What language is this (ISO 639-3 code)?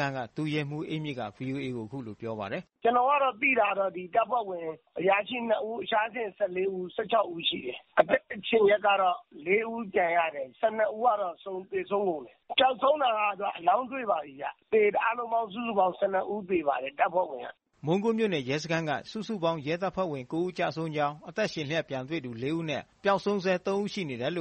mya